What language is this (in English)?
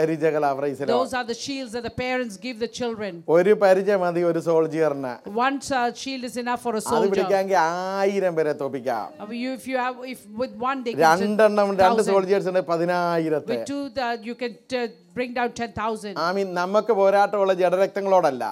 Malayalam